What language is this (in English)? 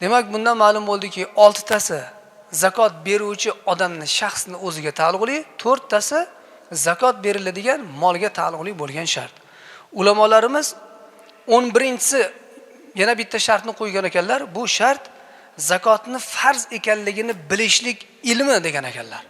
Uzbek